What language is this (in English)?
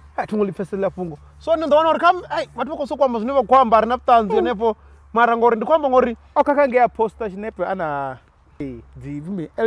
Venda